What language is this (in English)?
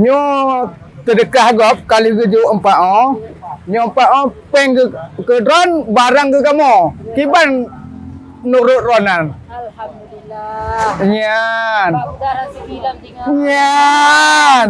Achinese